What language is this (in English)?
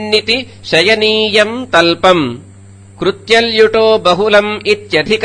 Sanskrit